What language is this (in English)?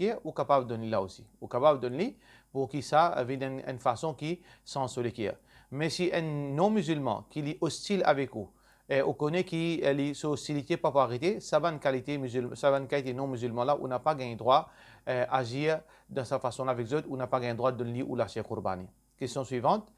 Morisyen